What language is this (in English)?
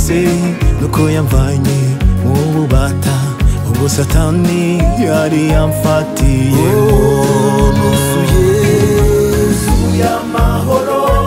Kinyarwanda